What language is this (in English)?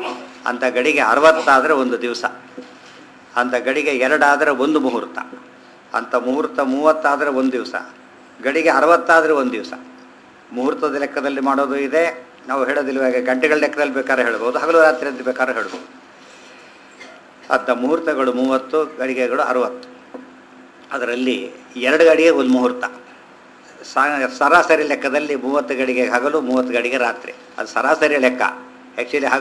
Kannada